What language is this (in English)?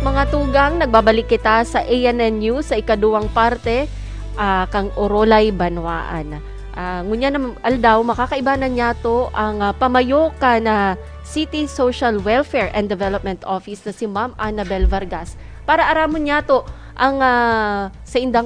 Bikol